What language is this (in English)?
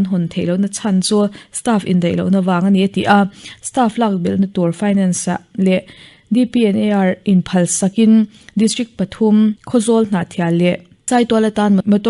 Mizo